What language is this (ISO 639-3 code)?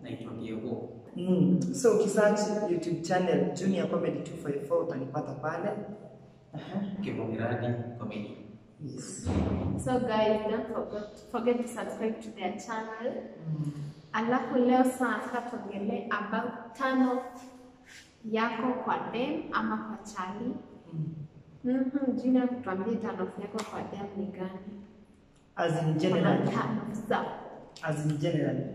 swa